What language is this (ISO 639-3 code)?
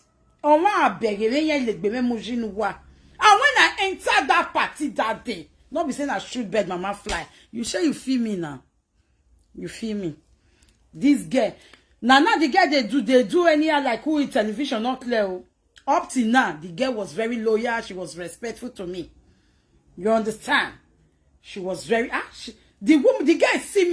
pcm